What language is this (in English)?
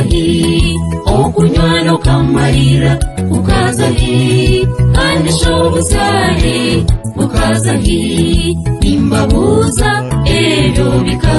Nyankole